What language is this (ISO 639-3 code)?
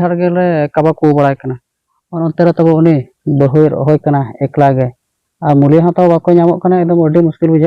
sat